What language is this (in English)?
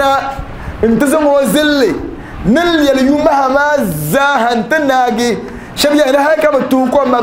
Dagbani